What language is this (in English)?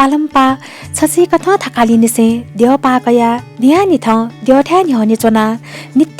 Newari